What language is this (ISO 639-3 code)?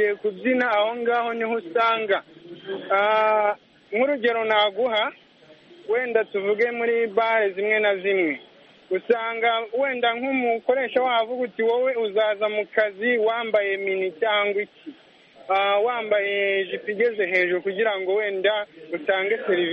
kin